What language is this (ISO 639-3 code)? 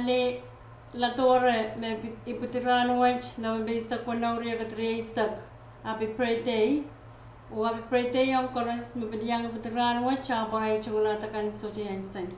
pon